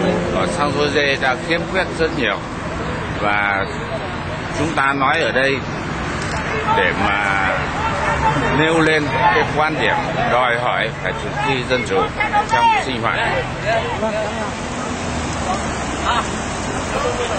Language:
Vietnamese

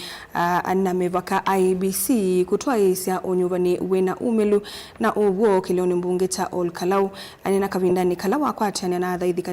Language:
Kamba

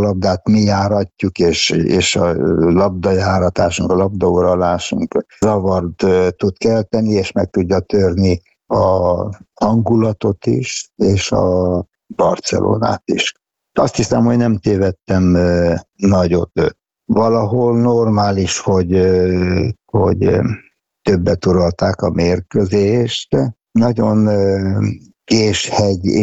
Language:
Hungarian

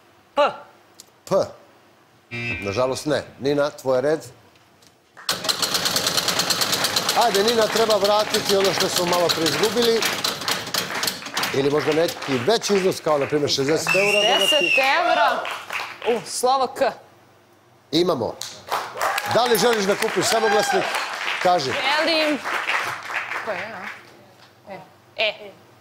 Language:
Serbian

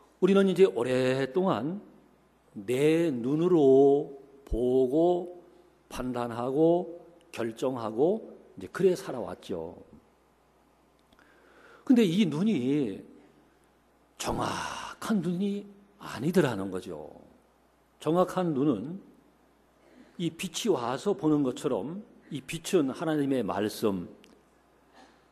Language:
Korean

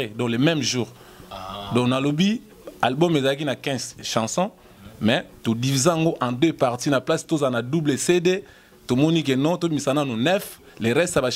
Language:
Lingala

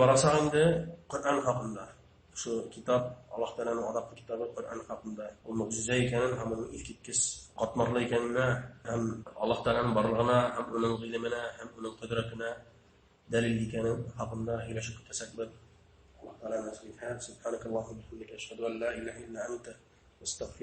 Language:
Bashkir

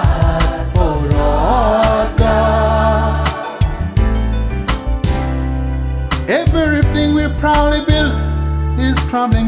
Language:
English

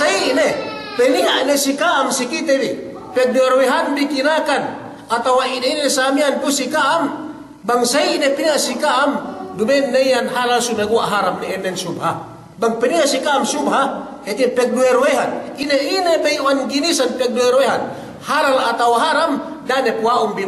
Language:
Yakan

